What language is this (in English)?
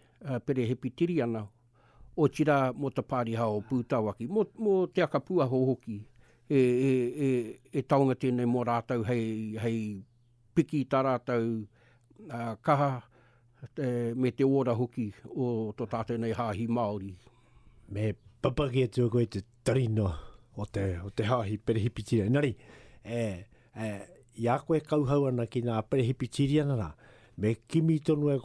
Māori